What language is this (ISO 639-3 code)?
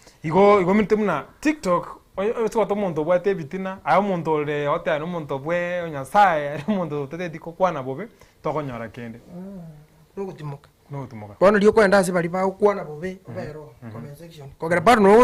guz